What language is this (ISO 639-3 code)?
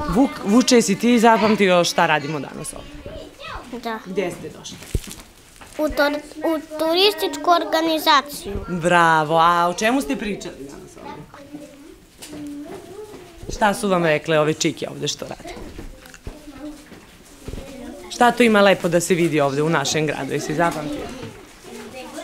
srp